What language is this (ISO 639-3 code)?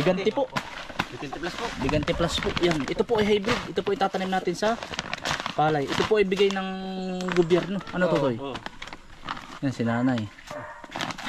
fil